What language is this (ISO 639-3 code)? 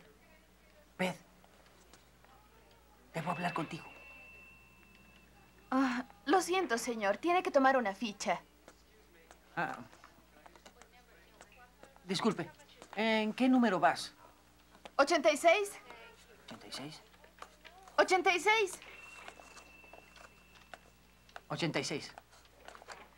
spa